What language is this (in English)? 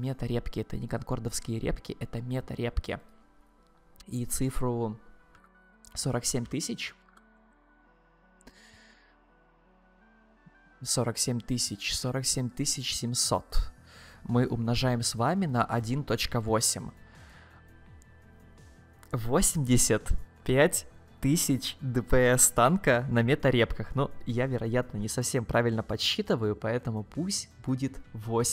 Russian